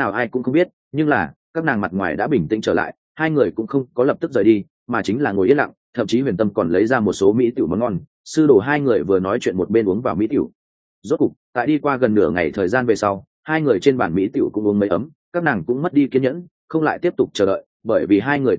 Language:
Vietnamese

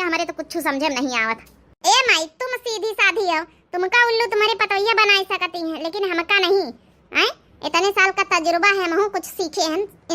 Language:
Awadhi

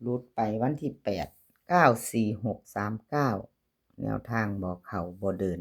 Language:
Northeastern Thai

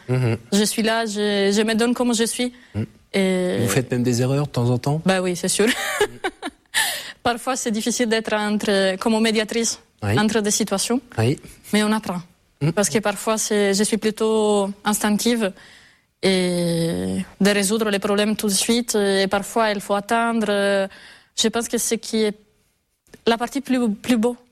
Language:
French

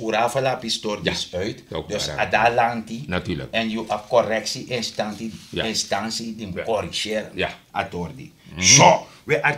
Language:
Sranan Tongo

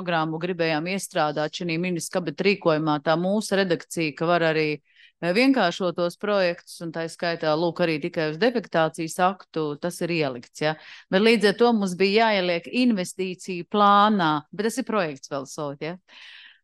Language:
Latvian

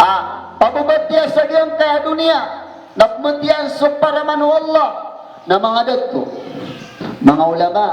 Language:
Maranao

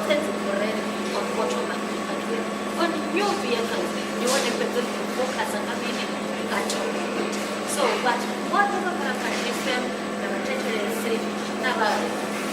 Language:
Venda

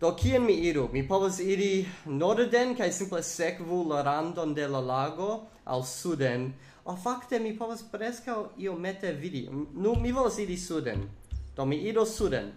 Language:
Esperanto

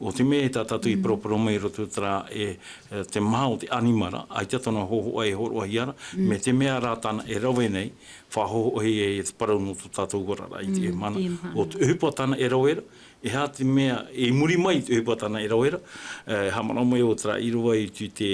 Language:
Tahitian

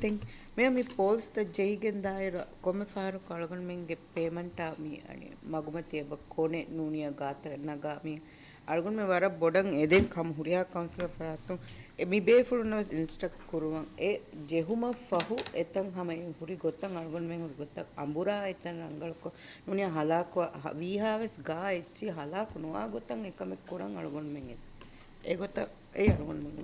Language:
Divehi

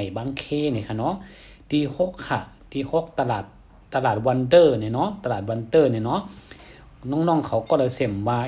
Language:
Shan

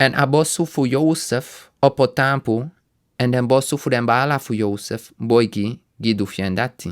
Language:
Sranan Tongo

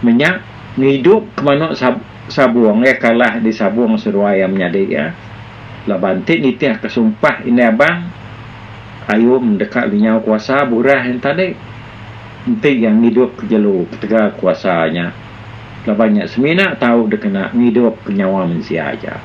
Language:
Iban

